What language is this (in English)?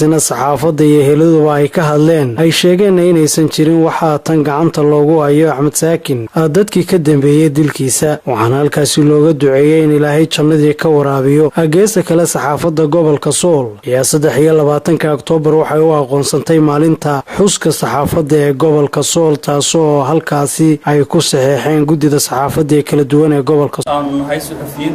Somali